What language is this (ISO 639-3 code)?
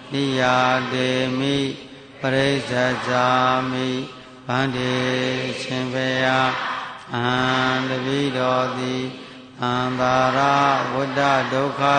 mya